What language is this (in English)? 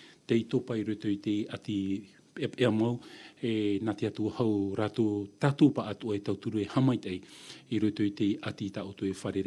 Tahitian